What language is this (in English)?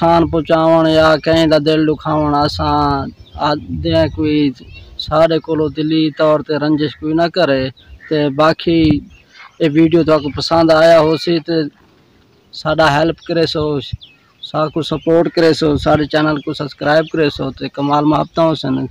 Saraiki